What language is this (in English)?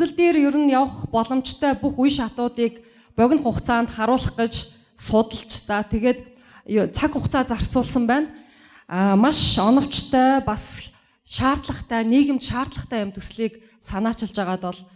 Mongolian